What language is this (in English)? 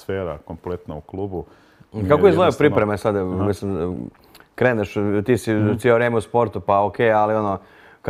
Croatian